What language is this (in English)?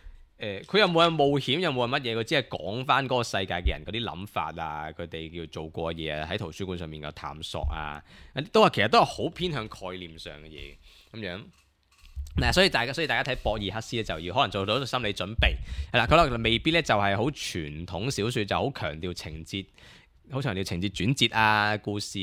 Cantonese